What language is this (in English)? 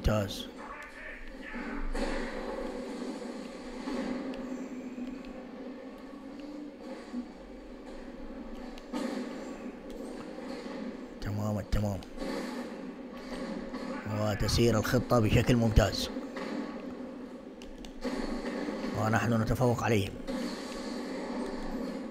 Arabic